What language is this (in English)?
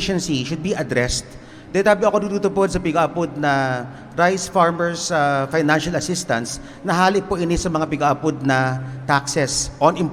Bikol